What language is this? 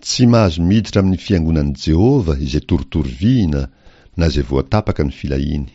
Malagasy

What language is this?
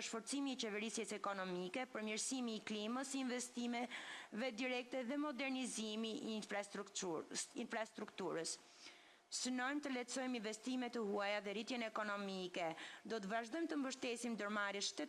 Albanian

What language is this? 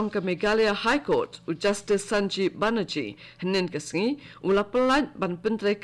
Khasi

